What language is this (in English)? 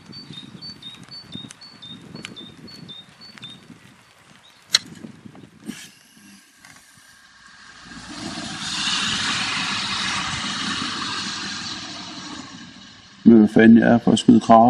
Danish